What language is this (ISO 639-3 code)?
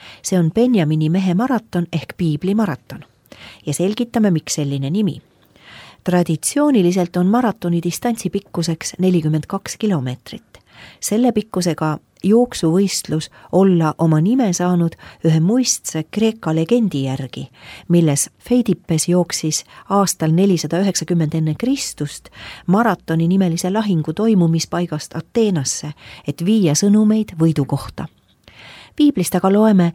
est